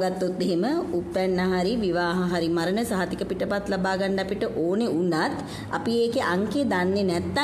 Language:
Sinhala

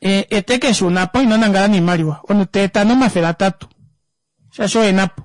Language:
Kuanyama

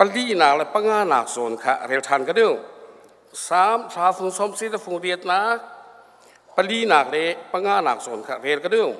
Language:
Hakha Chin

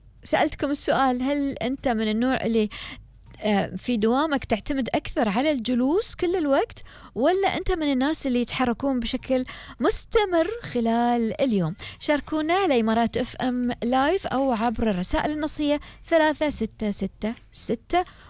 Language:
Gulf Arabic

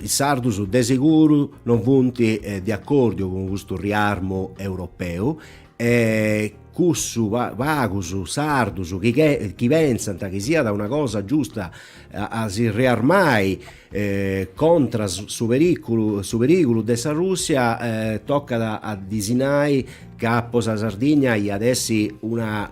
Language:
Sardinian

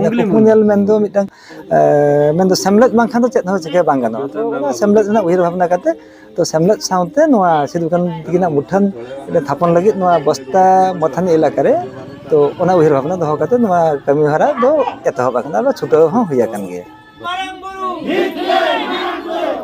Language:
Santali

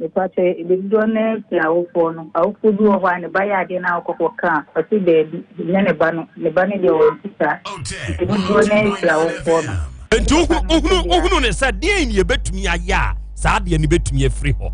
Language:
Akan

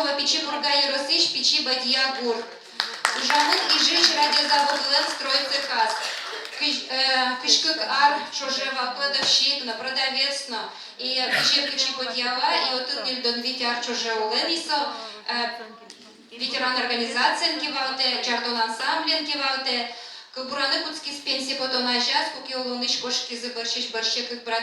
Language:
Udmurt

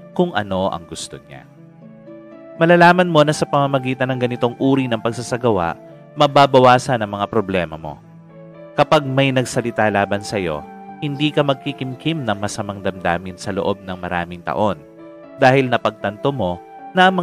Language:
Filipino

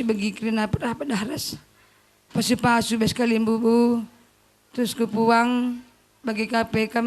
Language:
Batak Karo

